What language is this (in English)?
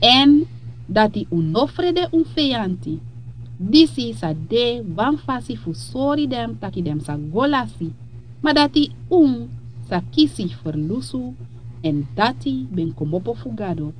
Sranan Tongo